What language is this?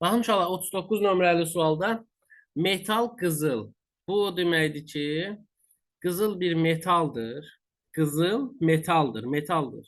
Azerbaijani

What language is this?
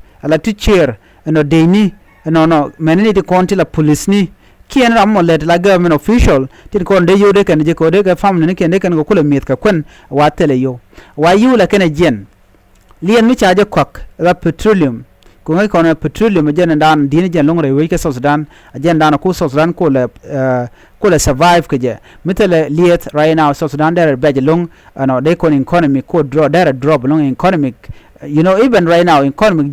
Nuer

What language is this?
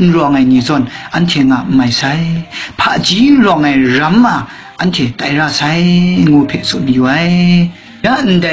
Kachin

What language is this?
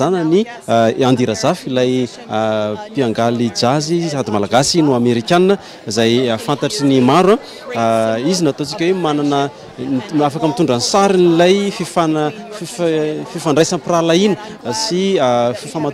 Malagasy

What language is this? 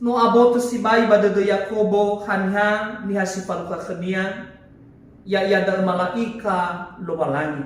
Nias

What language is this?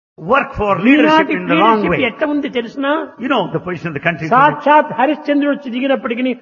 Telugu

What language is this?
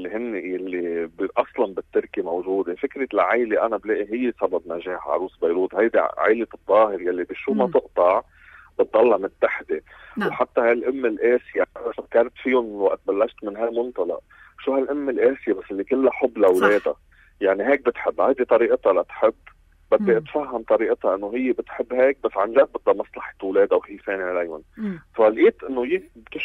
North Levantine Arabic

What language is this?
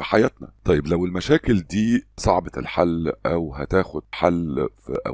Egyptian Arabic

